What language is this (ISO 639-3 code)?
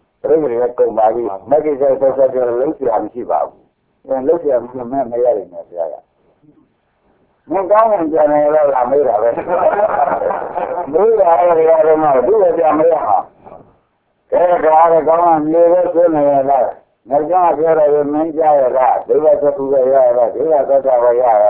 mya